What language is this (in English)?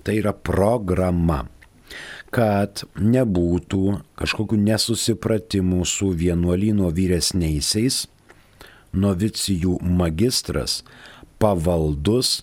Lithuanian